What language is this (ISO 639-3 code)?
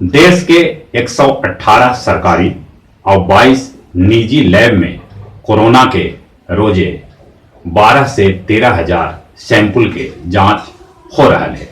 mag